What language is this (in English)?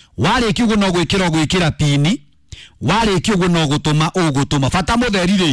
Kikuyu